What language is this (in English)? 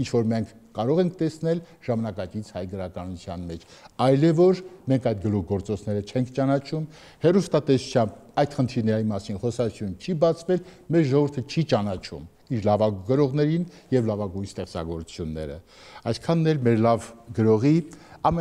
Armenian